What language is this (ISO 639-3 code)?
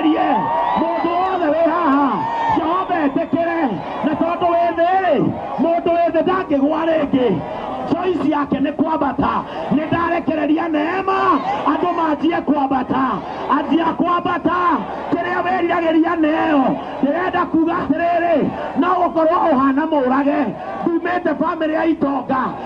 kik